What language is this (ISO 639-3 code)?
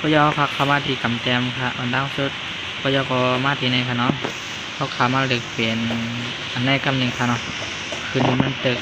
shn